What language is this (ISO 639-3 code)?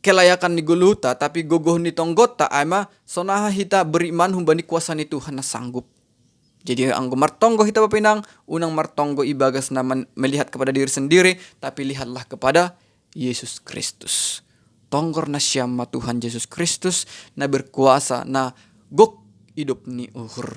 bts